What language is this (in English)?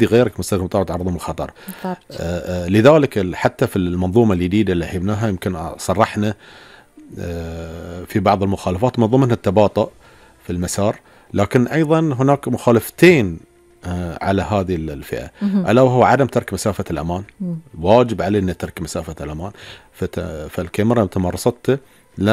Gulf Arabic